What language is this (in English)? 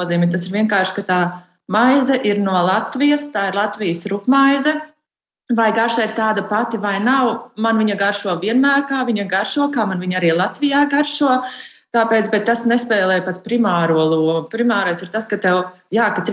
Latvian